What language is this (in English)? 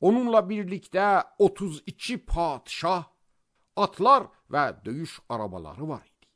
Azerbaijani